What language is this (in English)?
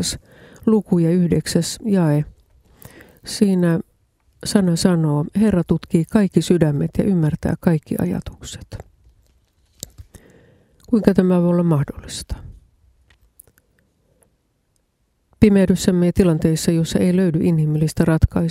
Finnish